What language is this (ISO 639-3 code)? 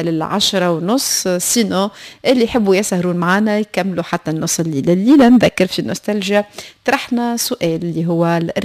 aeb